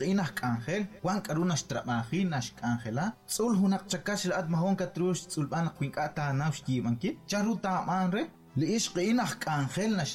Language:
Kekchí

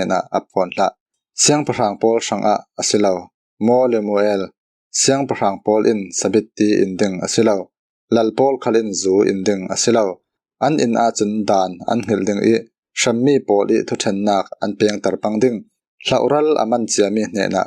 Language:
Falam Chin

